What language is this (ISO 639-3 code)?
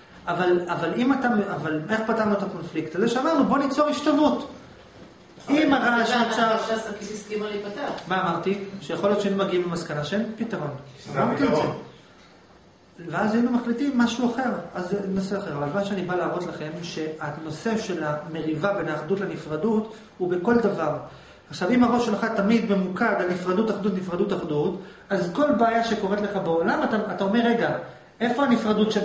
heb